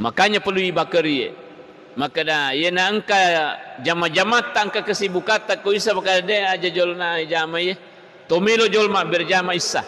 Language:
Buginese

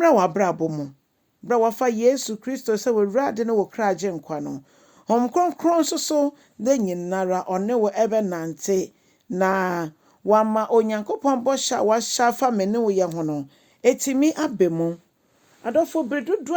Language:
Akan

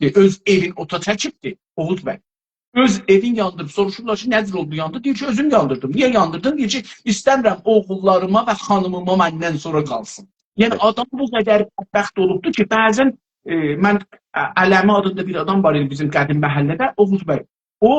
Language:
South Azerbaijani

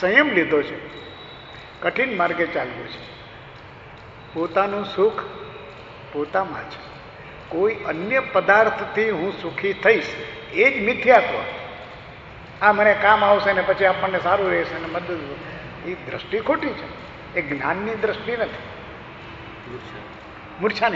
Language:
Gujarati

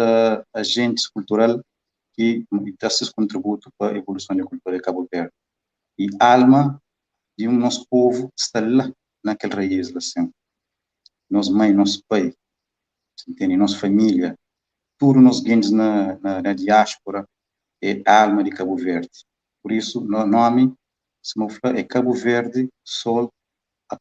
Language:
Kabuverdianu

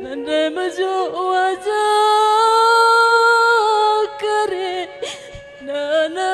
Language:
Batak Karo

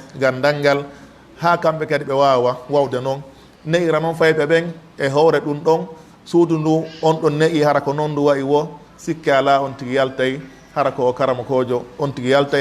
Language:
Fula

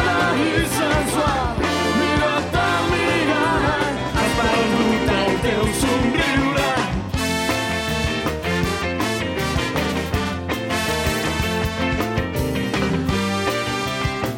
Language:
Catalan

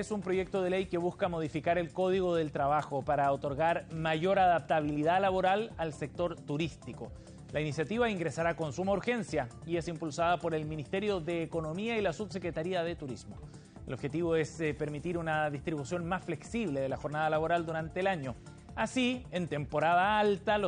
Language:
Spanish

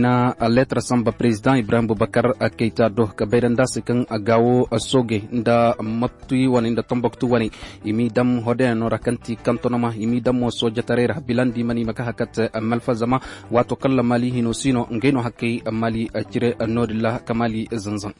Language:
Koyraboro Senni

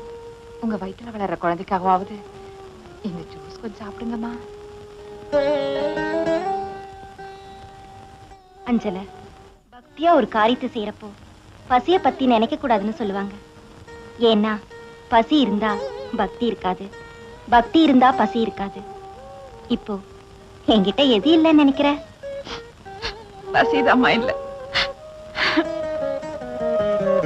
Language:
Tamil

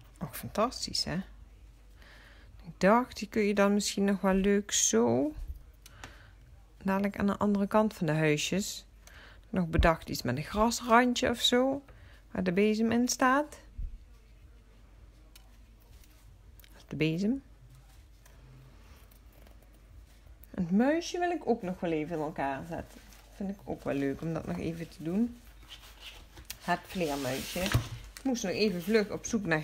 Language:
Dutch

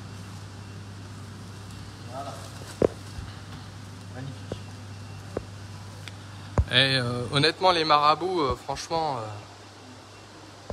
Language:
French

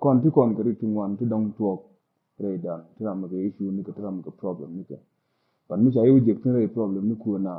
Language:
Nuer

